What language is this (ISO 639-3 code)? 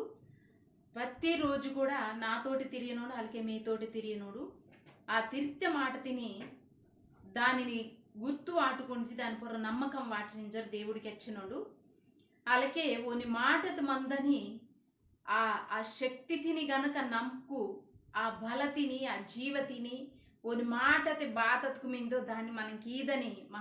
kff